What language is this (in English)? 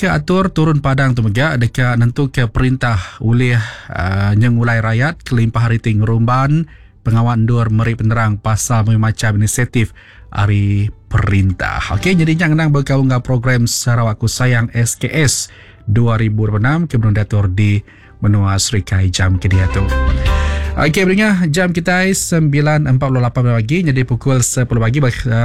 Iban